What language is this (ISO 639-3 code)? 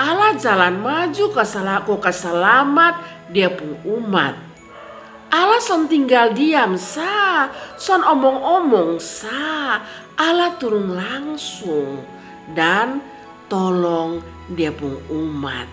mkn